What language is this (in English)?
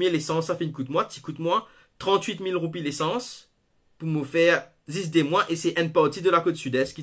Morisyen